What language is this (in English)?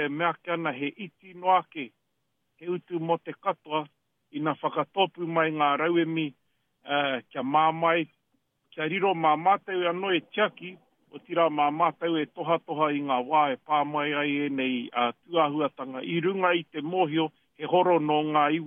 Māori